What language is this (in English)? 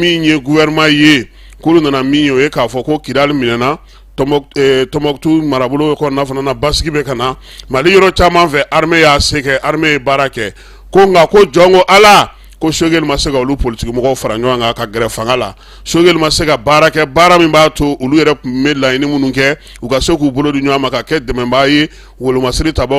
Bambara